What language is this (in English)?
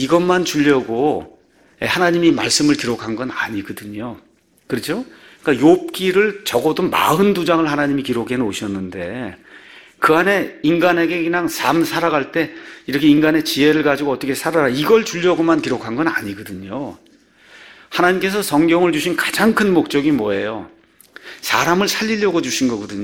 Korean